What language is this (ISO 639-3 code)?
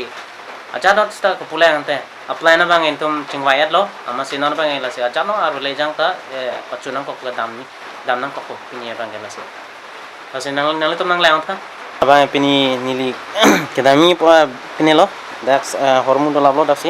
mjw